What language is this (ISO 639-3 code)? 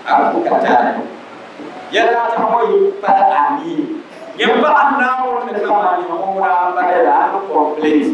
dag